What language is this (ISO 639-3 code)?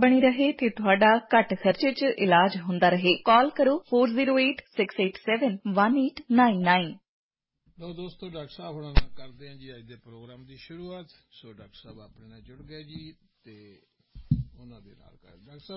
pan